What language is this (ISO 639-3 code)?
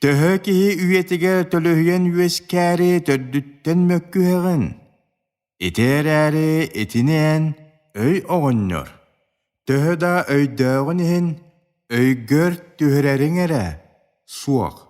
sah